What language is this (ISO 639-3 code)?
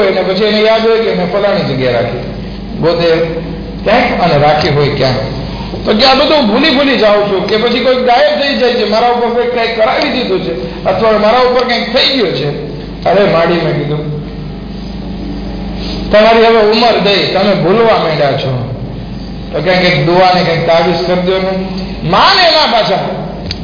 guj